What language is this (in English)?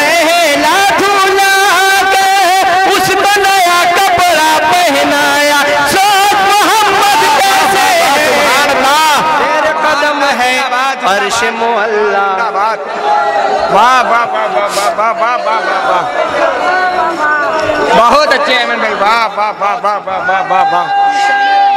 Urdu